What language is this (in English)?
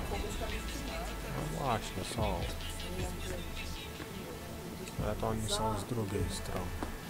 Polish